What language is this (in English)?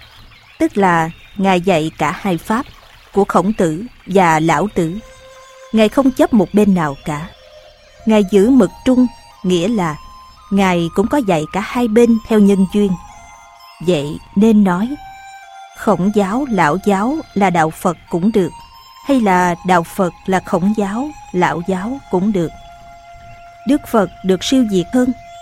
Vietnamese